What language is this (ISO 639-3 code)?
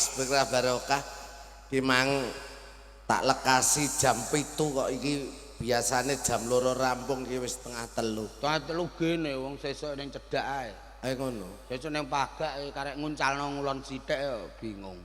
jav